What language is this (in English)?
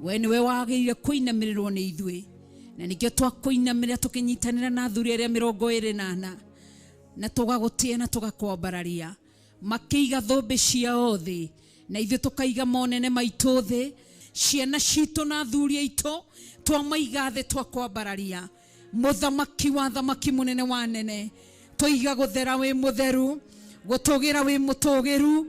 Kikuyu